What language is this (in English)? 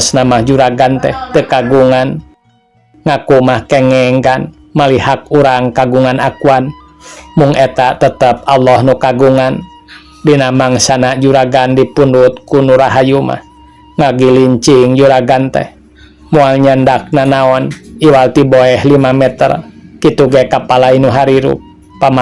Sundanese